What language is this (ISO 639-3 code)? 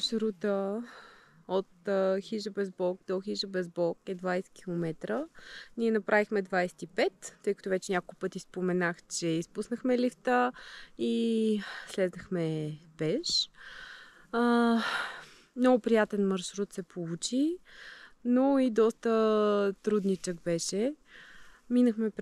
bul